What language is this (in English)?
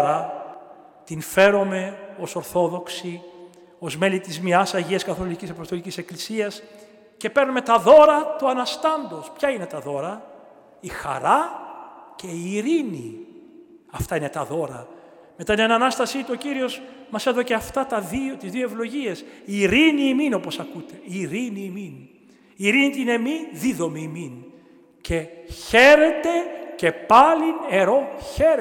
Greek